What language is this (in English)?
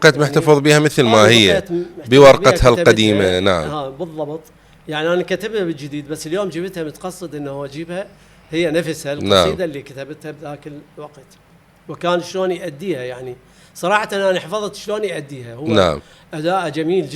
Mesopotamian Arabic